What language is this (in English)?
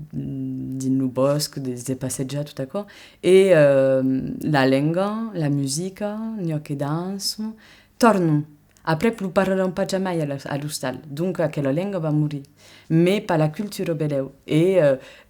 Occitan